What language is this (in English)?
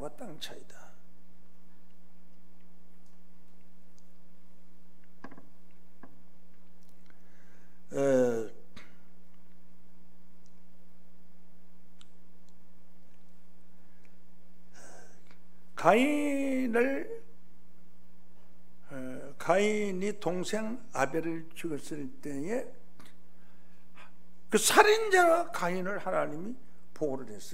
Korean